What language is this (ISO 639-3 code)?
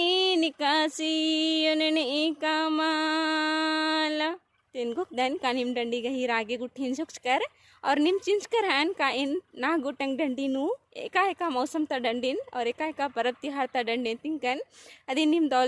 kru